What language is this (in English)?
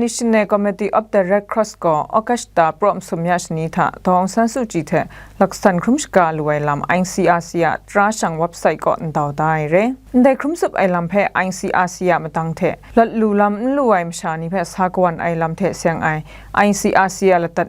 Kachin